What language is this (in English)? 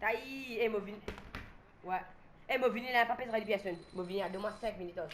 Morisyen